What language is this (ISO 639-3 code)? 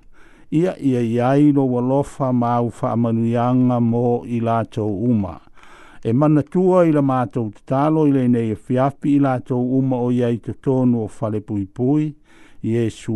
smo